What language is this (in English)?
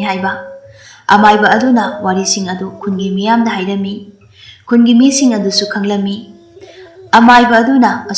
Manipuri